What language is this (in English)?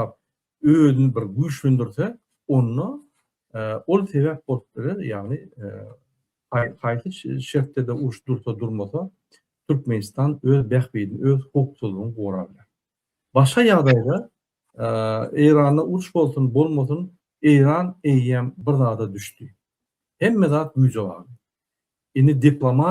Turkmen